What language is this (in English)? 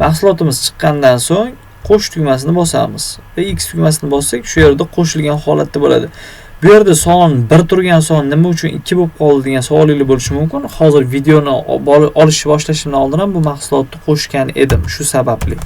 Uzbek